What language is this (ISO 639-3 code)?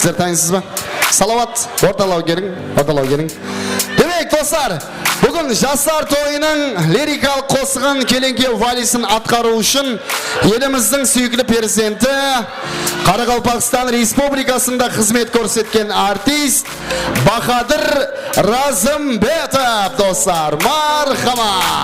kaa